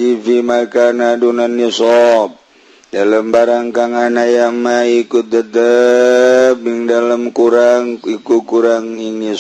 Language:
Sundanese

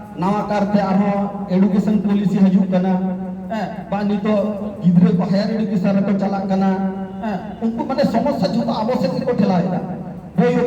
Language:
Santali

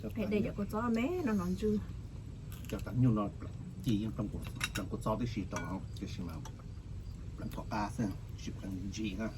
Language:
Hmong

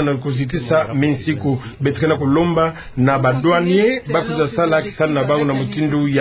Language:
Kituba (Democratic Republic of Congo)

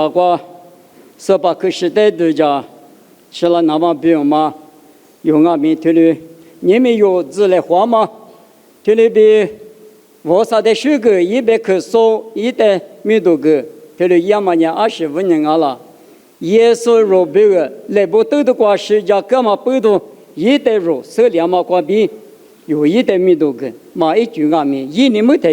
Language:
Lisu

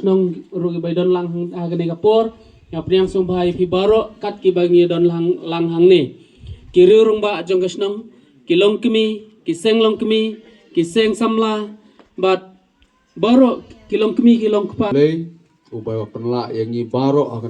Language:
Khasi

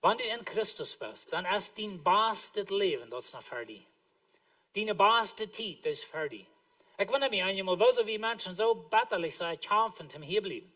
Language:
Plautdietsch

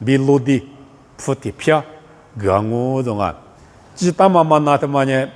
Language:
Lisu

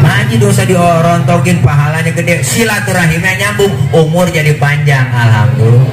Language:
Betawi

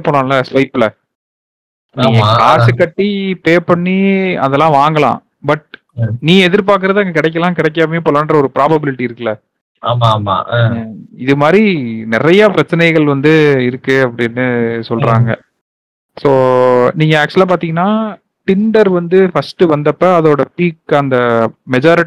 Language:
Tamil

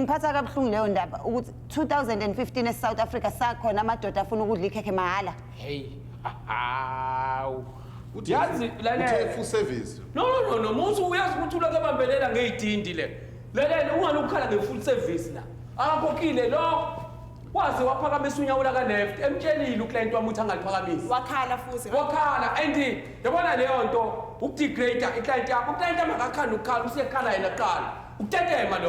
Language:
Zulu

